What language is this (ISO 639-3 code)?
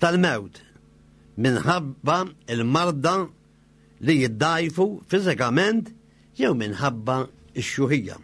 mlt